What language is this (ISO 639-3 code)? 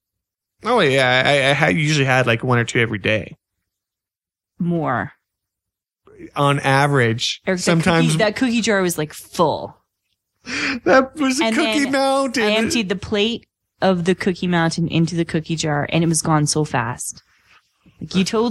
eng